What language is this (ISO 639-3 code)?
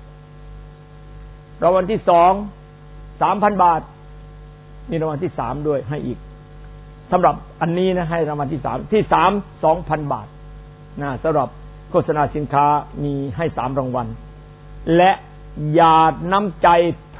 tha